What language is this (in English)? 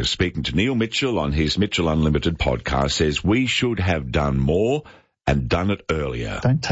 English